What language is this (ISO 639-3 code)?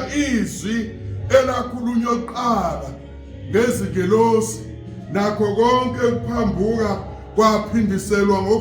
zul